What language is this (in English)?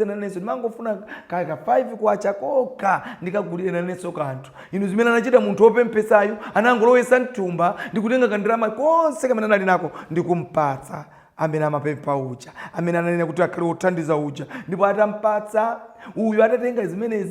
Nyanja